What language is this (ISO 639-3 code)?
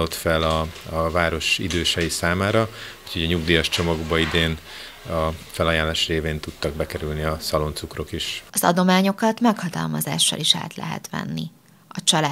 hun